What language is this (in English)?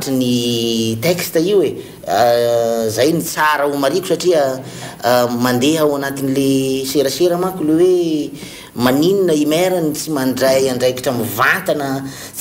Malagasy